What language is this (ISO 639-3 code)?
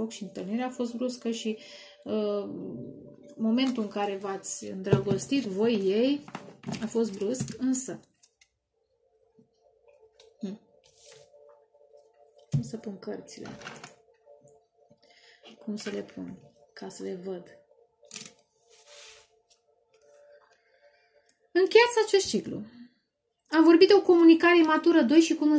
ron